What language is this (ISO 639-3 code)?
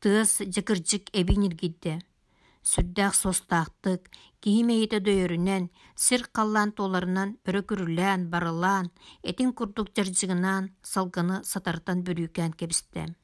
sah